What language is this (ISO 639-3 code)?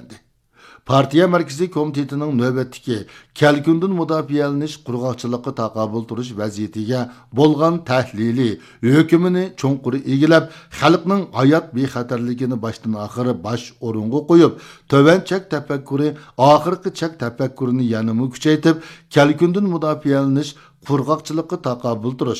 uig